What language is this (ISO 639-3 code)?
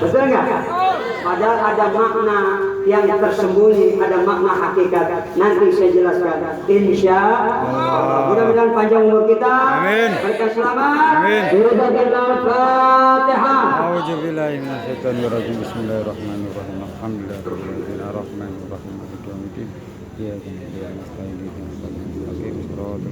bew